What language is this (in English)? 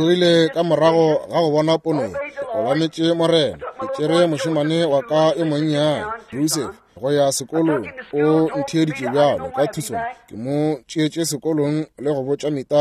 Northern Sotho